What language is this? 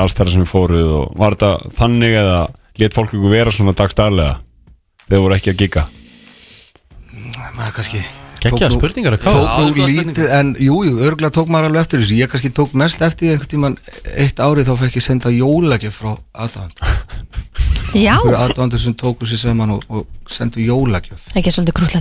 Icelandic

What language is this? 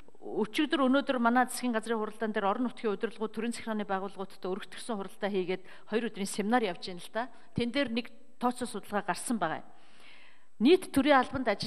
Mongolian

